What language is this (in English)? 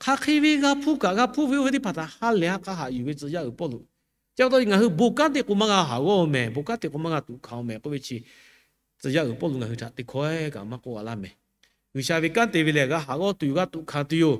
Lahu